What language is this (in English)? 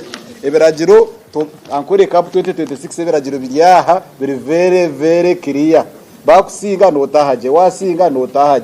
Nyankole